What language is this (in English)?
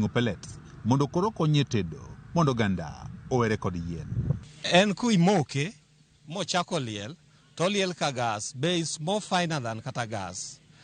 Luo (Kenya and Tanzania)